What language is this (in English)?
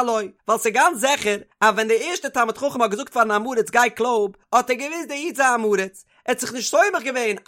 Yiddish